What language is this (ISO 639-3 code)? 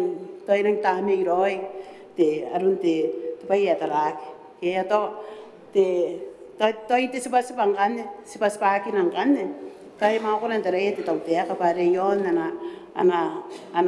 gil